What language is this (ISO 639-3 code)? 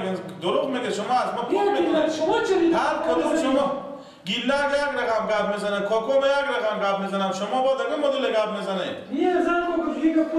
fas